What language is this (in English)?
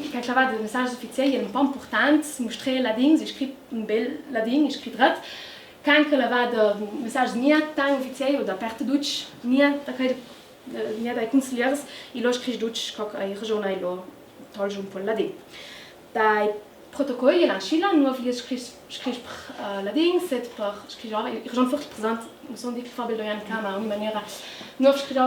Ladin